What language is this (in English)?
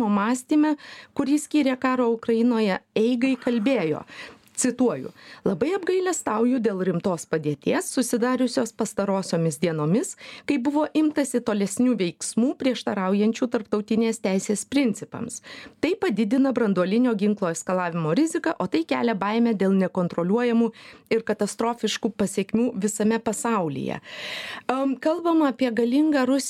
Lithuanian